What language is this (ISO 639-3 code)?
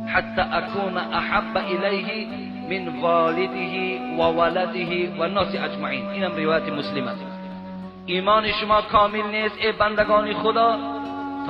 tgk